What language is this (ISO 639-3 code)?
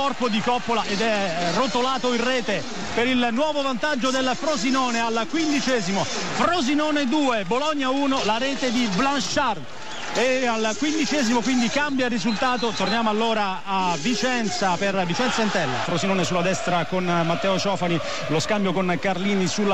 ita